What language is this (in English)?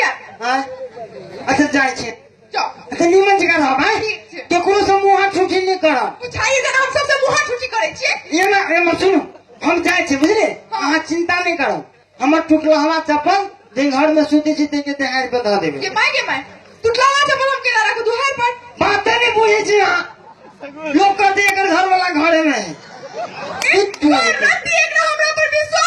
Maithili